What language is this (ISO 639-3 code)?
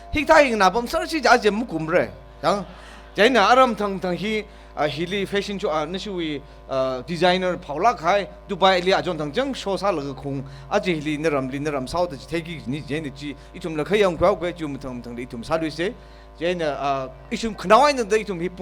nmf